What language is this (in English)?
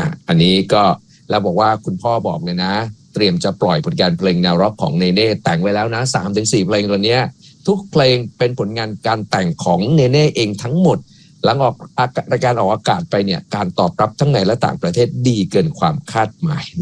Thai